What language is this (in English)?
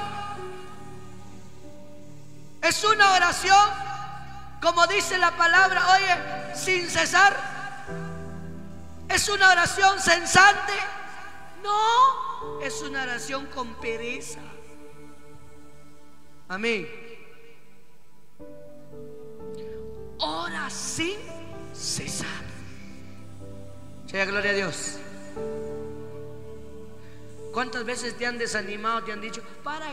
Spanish